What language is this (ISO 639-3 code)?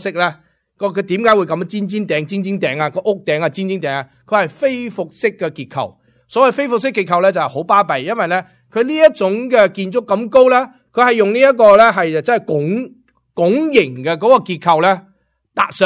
yue